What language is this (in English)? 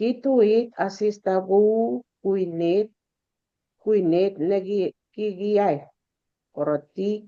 Kalenjin